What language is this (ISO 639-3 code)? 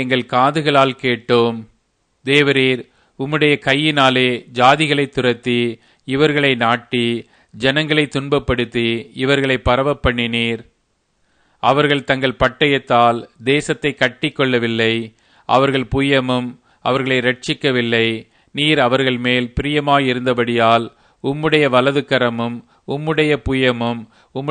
tam